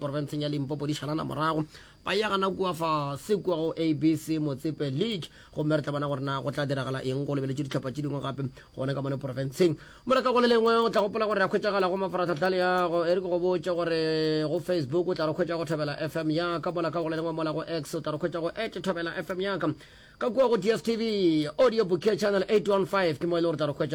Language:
Northern Sotho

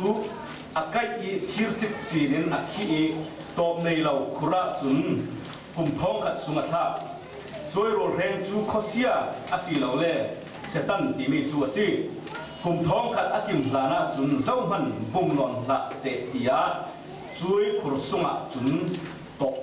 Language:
Falam Chin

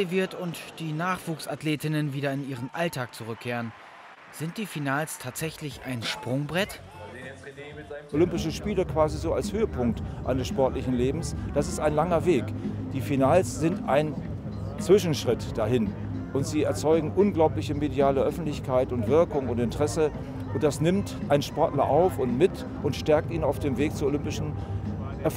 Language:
German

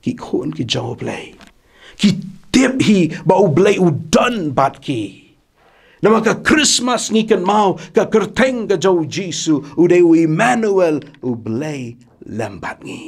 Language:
Khasi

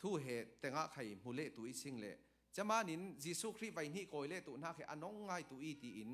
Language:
Falam Chin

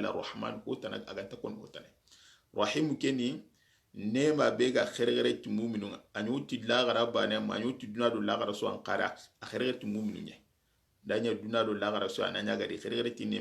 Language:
Soninke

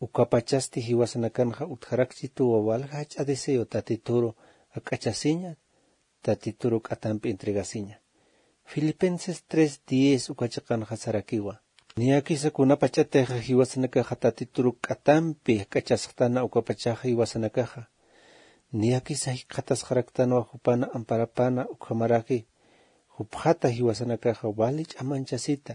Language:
Aymara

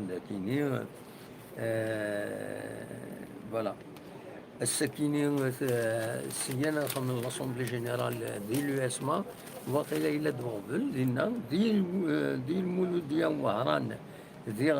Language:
Kabyle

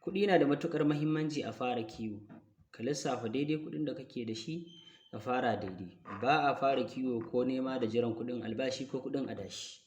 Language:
Hausa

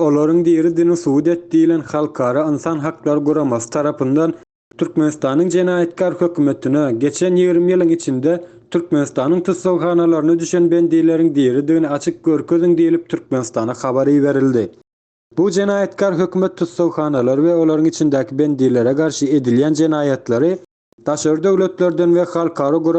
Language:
Turkmen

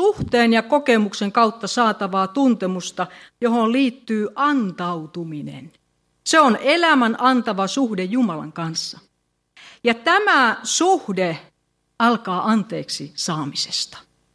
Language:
Finnish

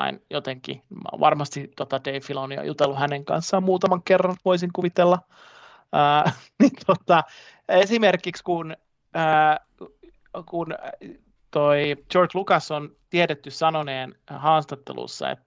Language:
Finnish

